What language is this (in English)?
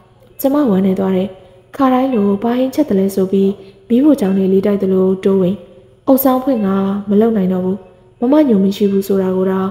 Burmese